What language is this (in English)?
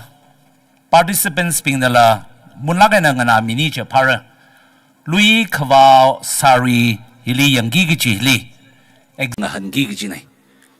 Tangkhul Naga (India)